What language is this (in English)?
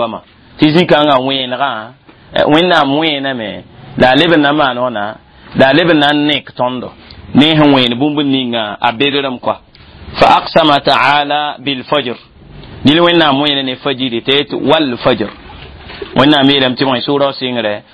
Mossi